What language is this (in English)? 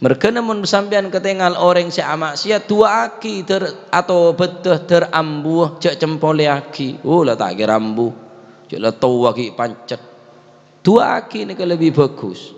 Madurese